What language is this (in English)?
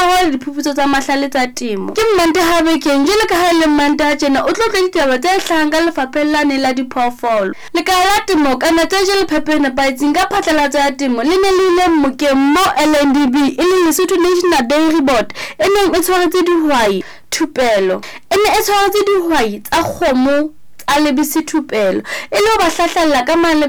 Southern Sotho